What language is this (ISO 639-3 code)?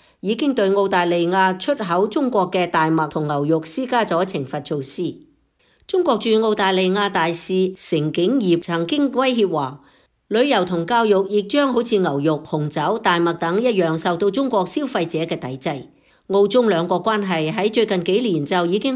yue